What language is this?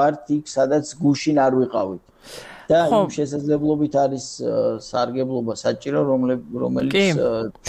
Georgian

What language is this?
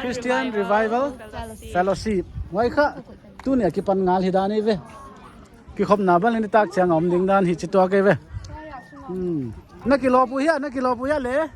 Paite Chin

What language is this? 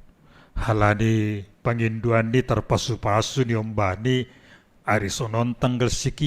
Batak Simalungun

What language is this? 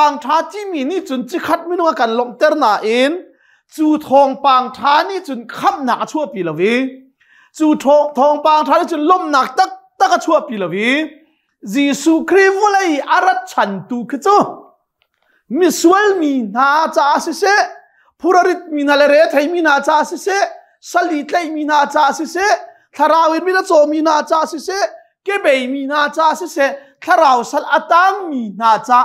Hakha Chin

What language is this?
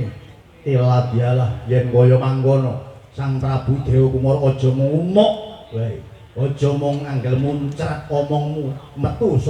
Javanese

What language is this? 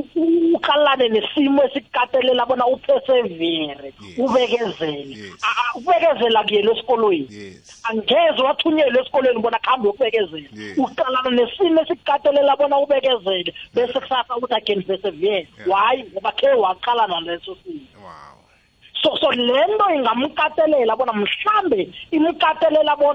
South Ndebele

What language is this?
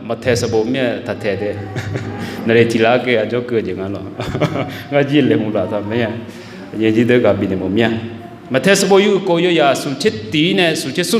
Akha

